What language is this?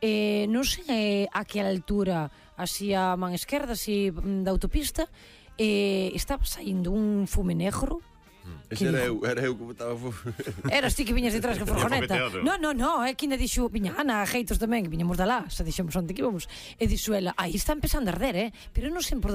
Galician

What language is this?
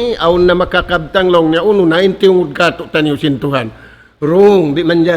Tausug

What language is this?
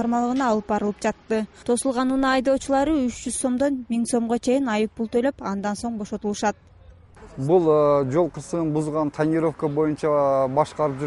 Kyrgyz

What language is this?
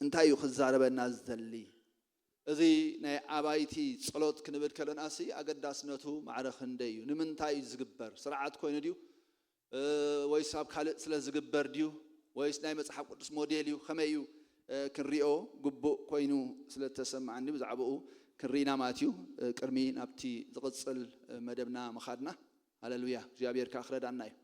Tigrinya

